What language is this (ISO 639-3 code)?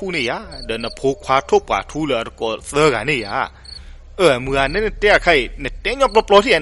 ksw